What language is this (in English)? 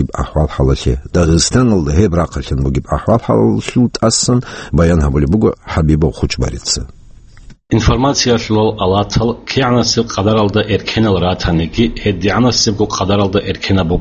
Avaric